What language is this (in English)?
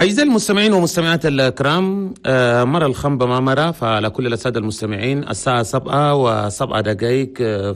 Chadian Arabic